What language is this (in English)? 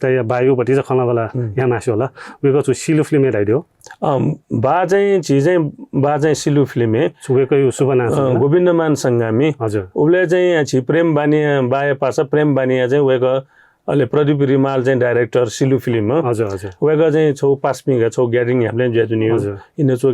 Newari